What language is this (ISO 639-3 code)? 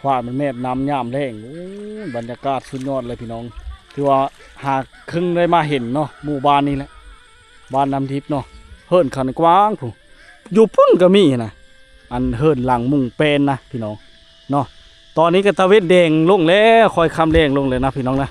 lao